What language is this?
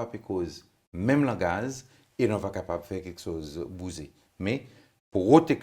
Seselwa Creole French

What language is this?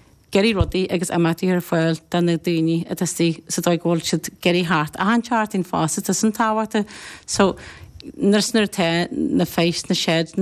Irish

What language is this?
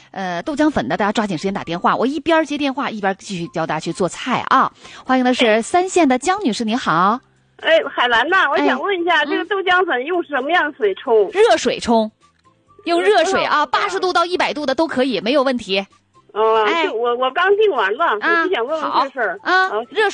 Chinese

